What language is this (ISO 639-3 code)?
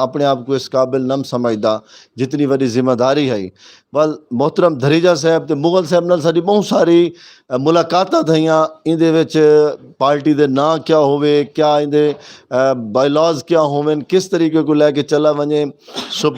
skr